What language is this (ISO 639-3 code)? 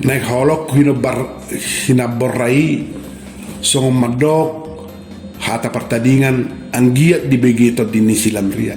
bbc